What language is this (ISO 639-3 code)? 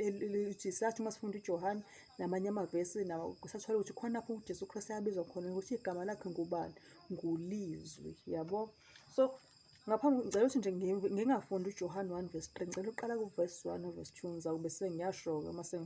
zul